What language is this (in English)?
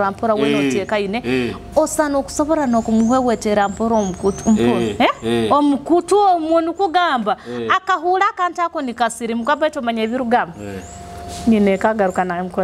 Nyoro